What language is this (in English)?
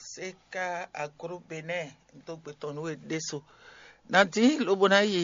Fon